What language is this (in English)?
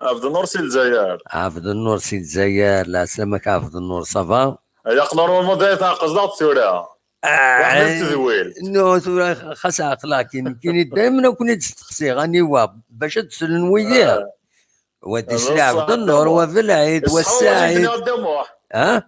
Kabyle